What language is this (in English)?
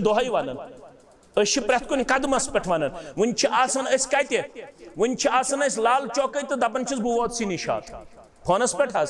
Kashmiri